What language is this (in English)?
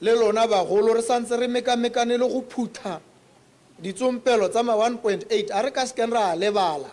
Tswana